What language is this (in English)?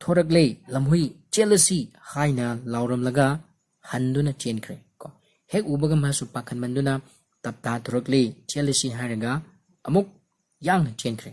Manipuri